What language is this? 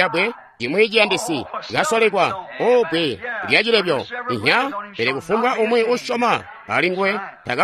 Tonga (Zambia)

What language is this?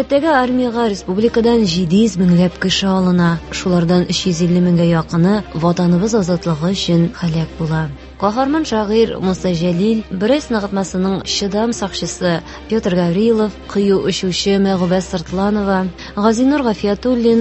Tatar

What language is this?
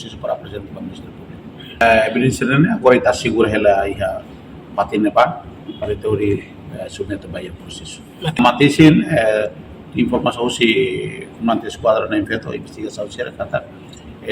Tetum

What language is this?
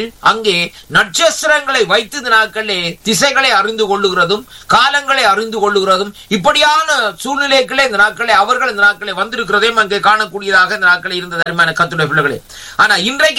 Tamil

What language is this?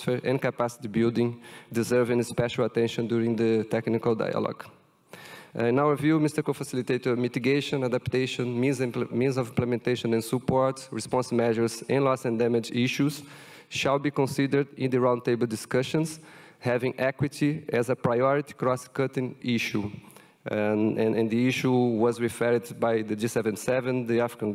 English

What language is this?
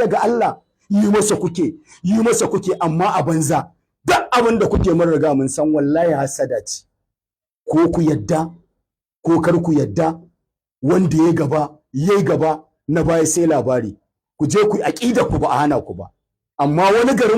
Hausa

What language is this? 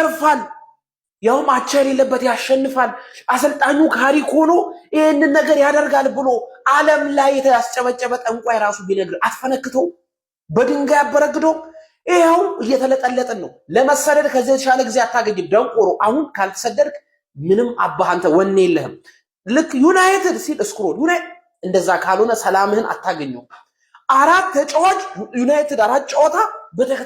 Amharic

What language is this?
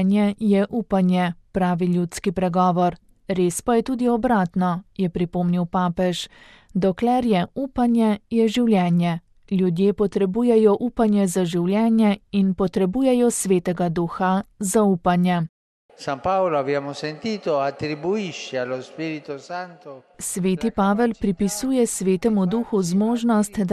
Slovenian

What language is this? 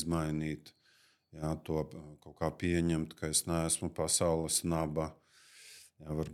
Latvian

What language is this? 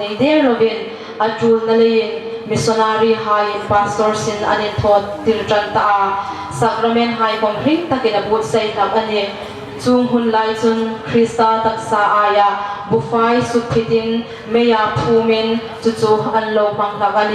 Hmar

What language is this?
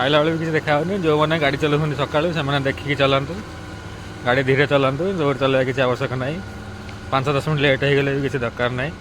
Odia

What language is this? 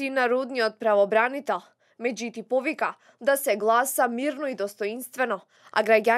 Macedonian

